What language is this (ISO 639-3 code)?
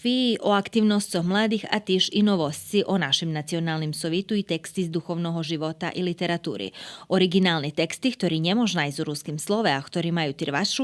rue